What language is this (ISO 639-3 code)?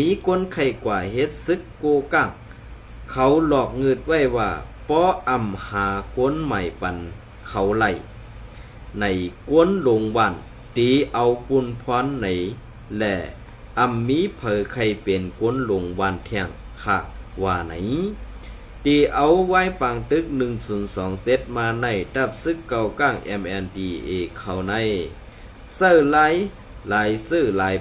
shn